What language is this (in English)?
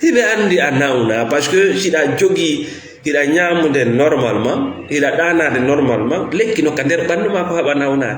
Fula